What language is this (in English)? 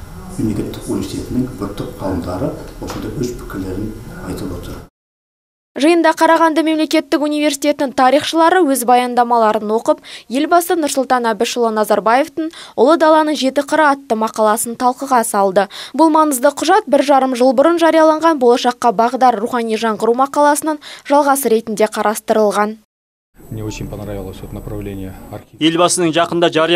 Kazakh